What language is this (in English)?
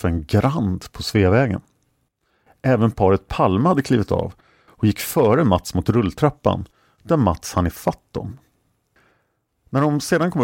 Swedish